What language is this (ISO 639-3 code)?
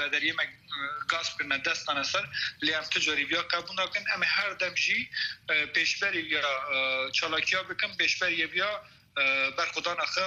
kur